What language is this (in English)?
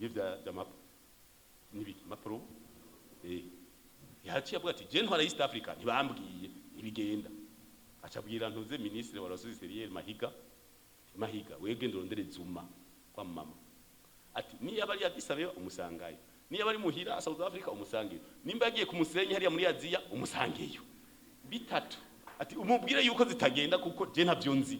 Rundi